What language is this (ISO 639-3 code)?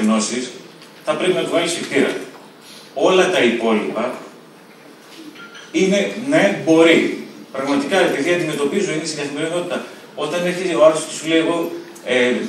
ell